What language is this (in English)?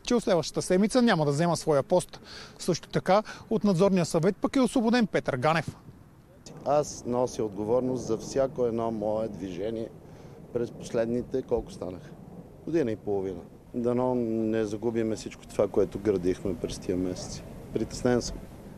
Bulgarian